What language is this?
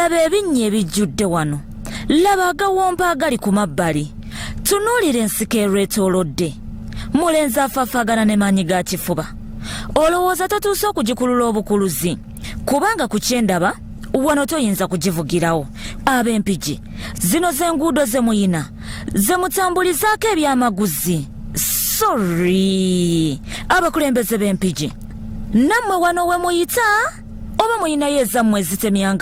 Ganda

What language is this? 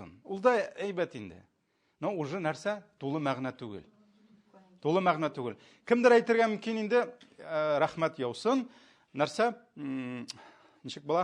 Tatar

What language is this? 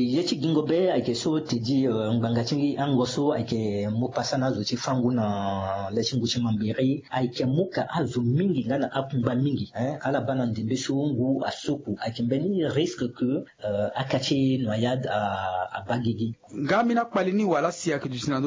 Sango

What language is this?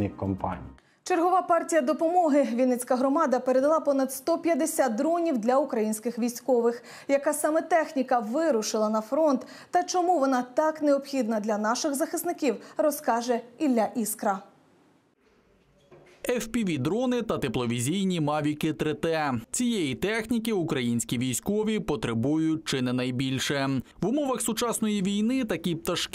Ukrainian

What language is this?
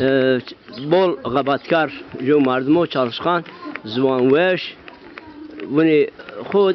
Zaza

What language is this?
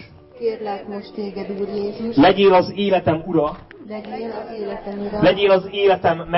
Hungarian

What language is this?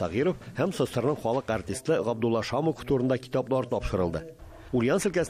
Tatar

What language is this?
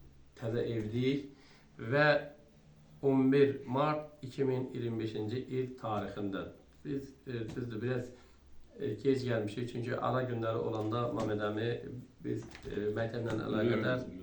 Azerbaijani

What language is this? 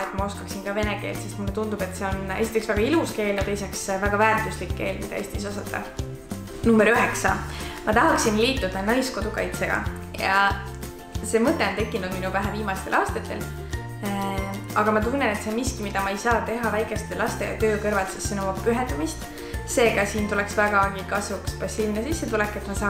Estonian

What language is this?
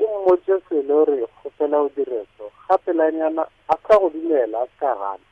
Northern Sotho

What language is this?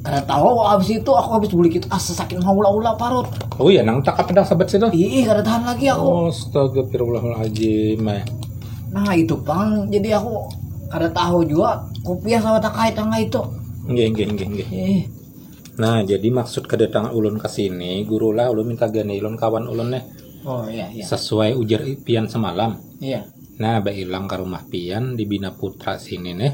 Banjar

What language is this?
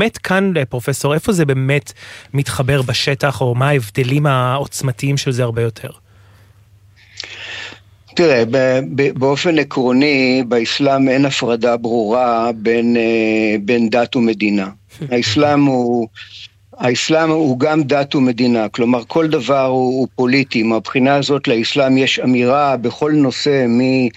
Hebrew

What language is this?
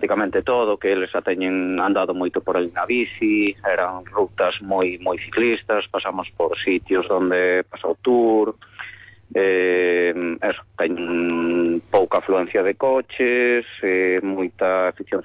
Galician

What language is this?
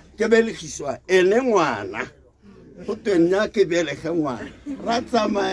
Tswana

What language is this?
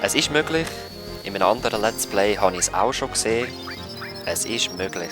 Swiss German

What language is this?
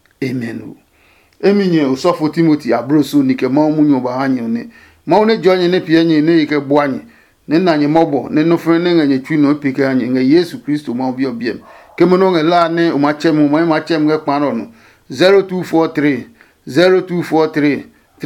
Adangme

